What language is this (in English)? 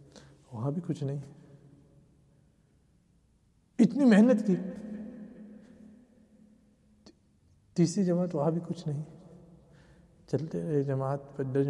Urdu